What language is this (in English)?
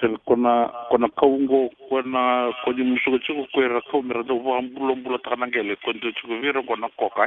Fijian